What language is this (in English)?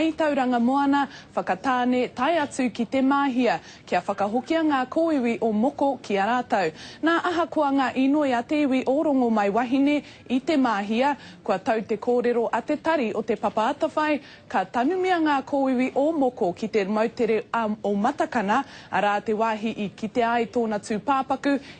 Māori